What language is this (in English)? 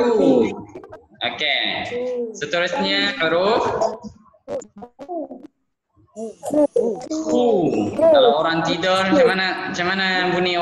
Malay